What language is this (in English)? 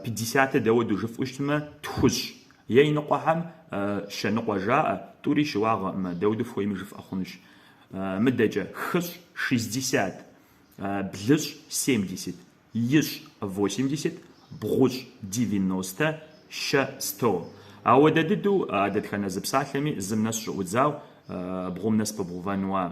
Kabardian